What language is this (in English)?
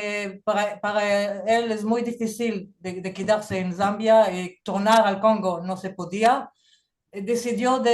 Ladino